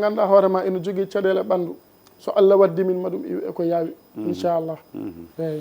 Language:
Fula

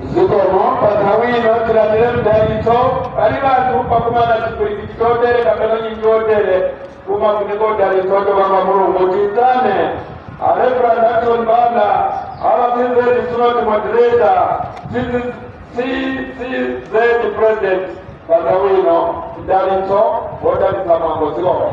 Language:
Nyanja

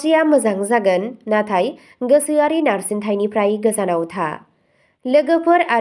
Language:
Bodo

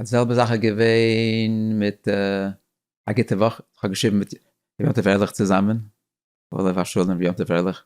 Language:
Yiddish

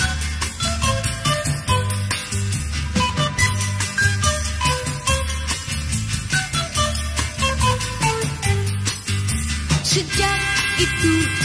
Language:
Indonesian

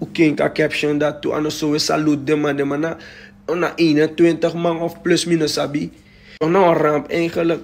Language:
Sranan Tongo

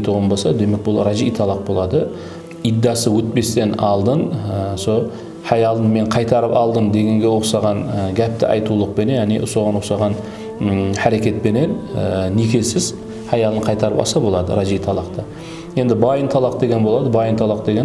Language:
Kara-Kalpak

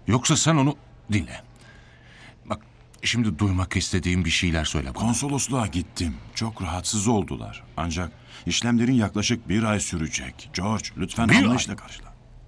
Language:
Turkish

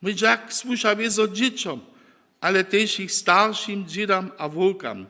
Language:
Upper Sorbian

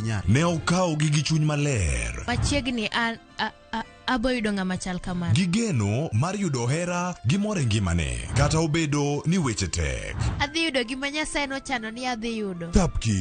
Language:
Luo (Kenya and Tanzania)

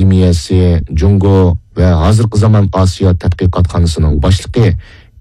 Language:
Uyghur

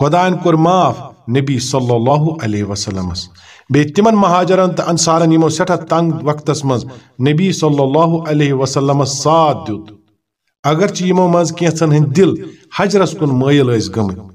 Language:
Kashmiri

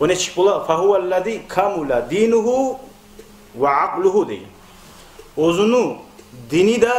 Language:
Kumyk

